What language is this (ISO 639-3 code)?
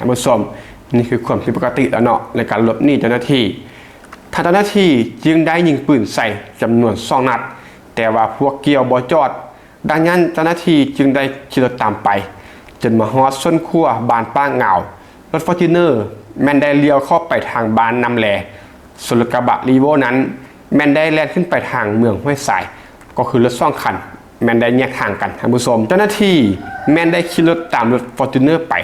lao